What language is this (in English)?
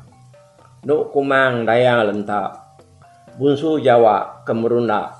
Iban